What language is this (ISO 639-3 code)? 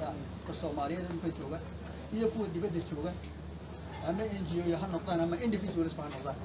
som